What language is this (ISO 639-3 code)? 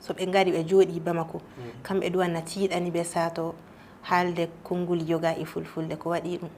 ful